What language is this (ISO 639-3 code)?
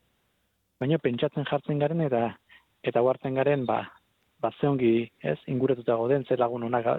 eus